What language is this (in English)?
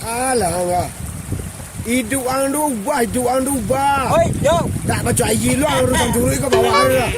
Minangkabau